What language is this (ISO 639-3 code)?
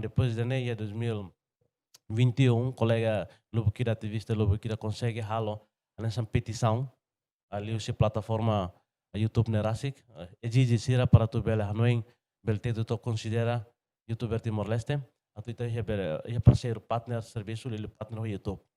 tet